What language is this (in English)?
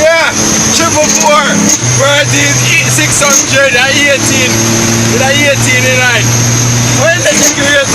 Jamaican Creole English